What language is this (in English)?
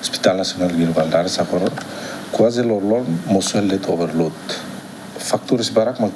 Tetum